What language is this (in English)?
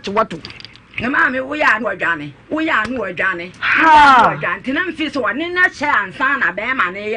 Akan